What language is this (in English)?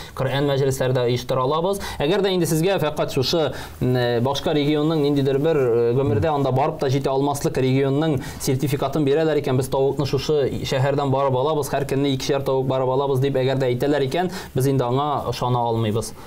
Tatar